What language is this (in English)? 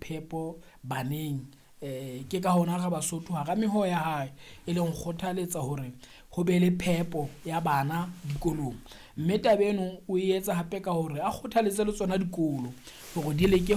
Southern Sotho